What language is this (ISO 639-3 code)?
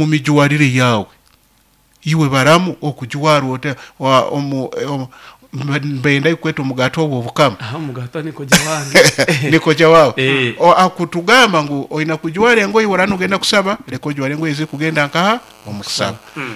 nyo